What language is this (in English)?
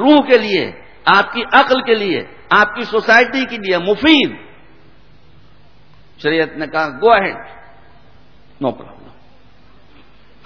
Urdu